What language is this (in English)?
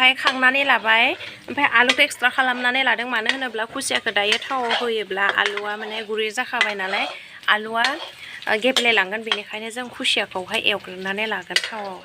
Bodo